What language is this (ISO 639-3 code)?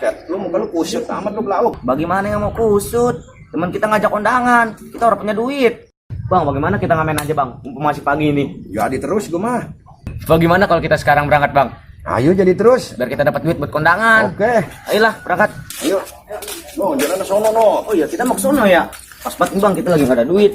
bew